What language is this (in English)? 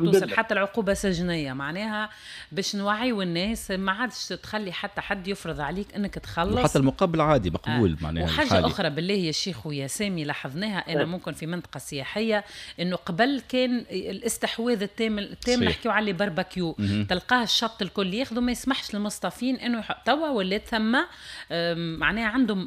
Tunisian Arabic